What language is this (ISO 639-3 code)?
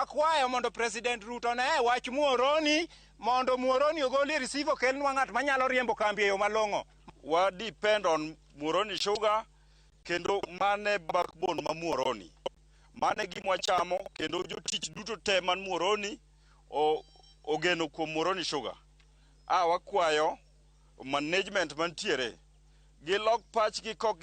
luo